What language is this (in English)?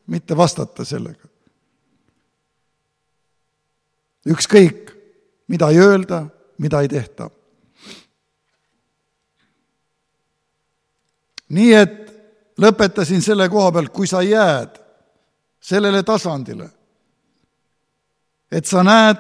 Estonian